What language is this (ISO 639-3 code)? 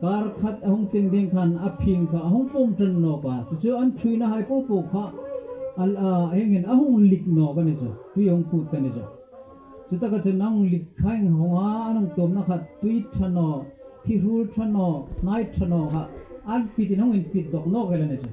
hmr